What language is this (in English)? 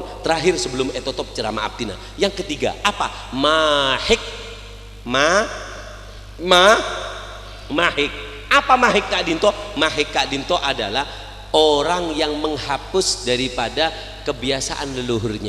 Madurese